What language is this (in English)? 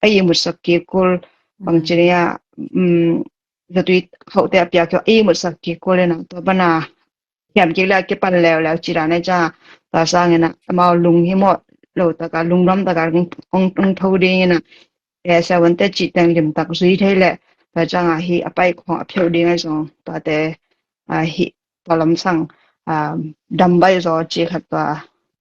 Tedim Chin